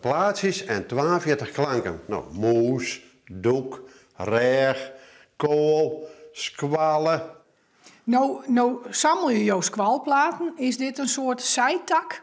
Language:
Western Frisian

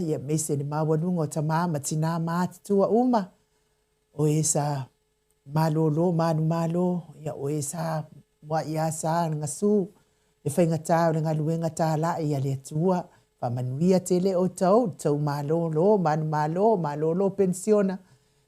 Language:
Samoan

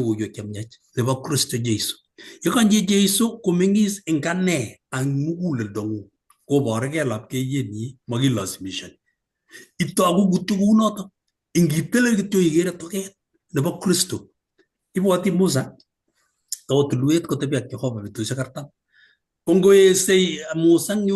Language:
Kalenjin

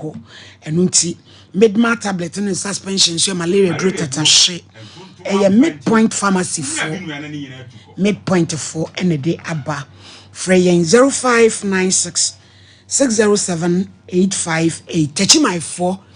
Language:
Akan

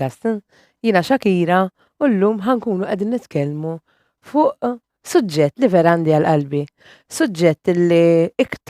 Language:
Maltese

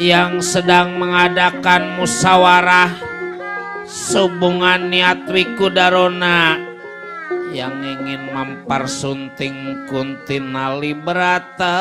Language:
Betawi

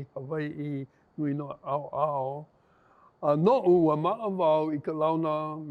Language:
Hawaiian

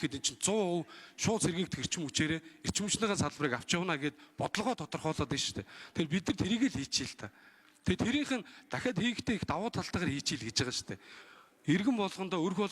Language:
Mongolian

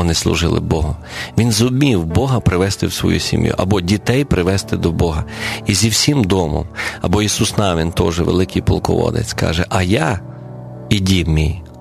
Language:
Ukrainian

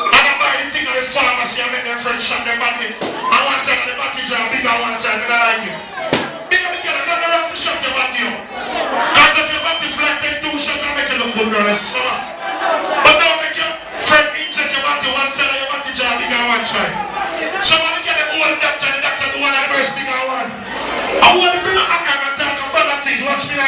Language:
Jamaican Creole English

